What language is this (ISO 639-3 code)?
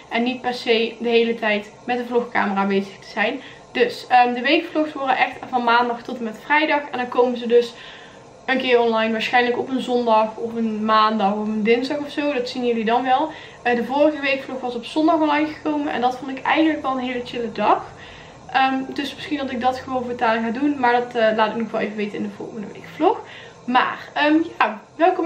nld